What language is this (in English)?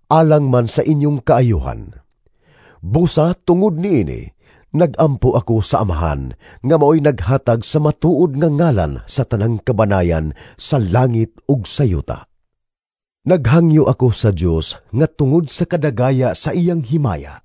Cebuano